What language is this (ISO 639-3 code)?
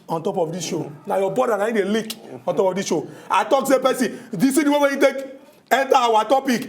pcm